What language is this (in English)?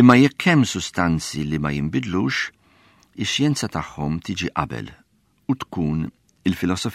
Maltese